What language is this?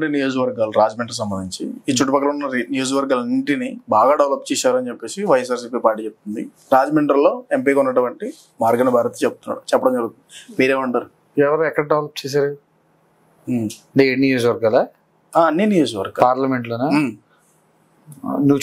Telugu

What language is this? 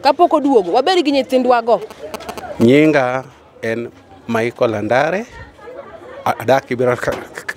Luo (Kenya and Tanzania)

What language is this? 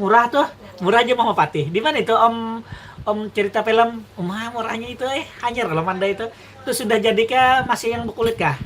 Banjar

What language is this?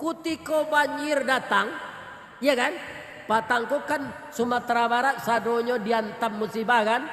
Minangkabau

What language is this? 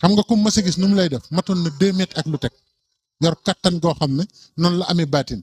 Wolof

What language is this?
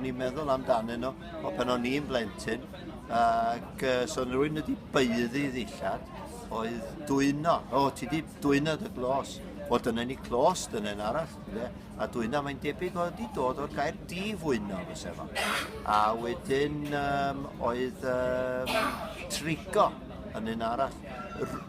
Welsh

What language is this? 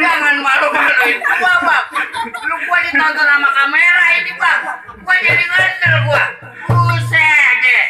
Betawi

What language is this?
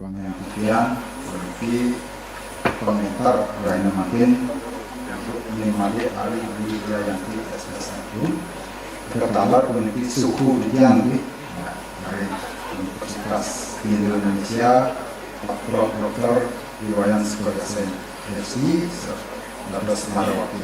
Balinese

